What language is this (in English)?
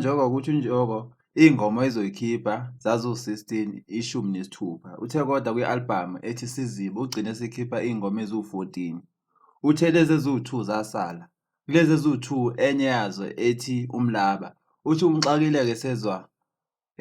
Zulu